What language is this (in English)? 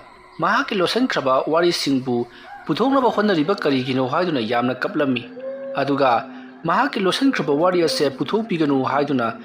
Manipuri